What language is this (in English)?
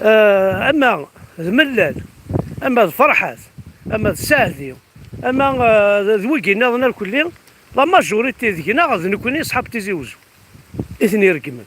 Kabyle